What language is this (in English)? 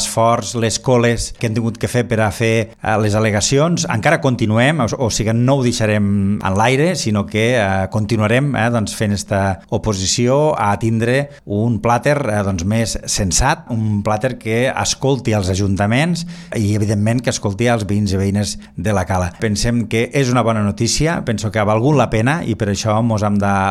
Catalan